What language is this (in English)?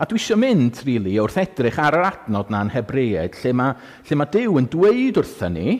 Welsh